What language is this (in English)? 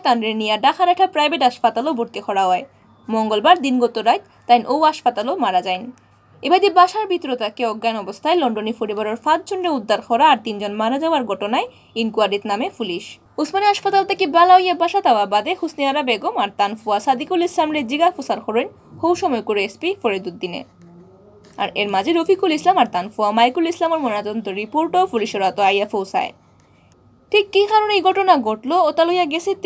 Sylheti